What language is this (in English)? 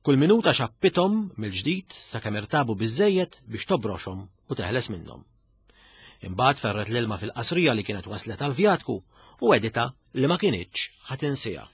Maltese